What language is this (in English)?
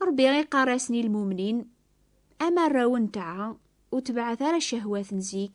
Kabyle